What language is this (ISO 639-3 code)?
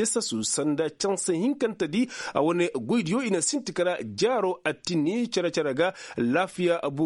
ses